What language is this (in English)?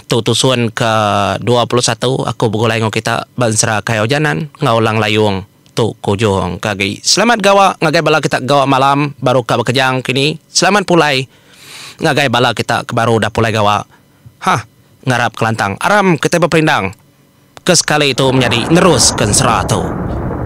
Iban